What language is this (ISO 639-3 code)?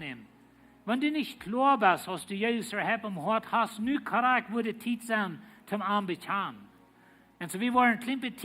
pdt